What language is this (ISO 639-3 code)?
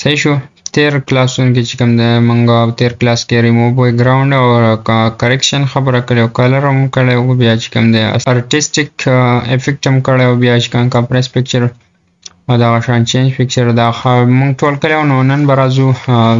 pus